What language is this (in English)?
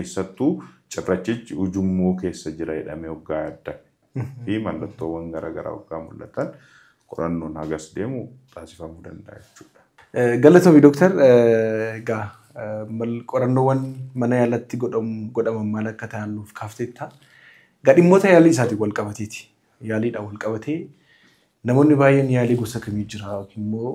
Oromo